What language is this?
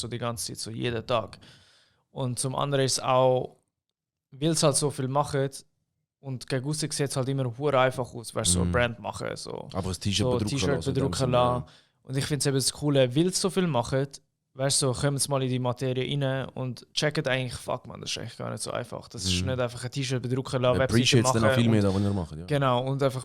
Swiss German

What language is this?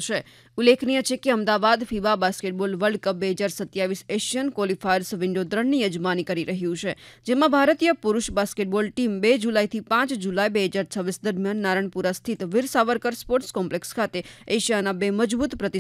Gujarati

